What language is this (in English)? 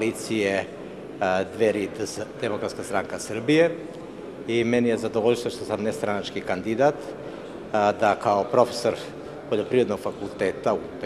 Serbian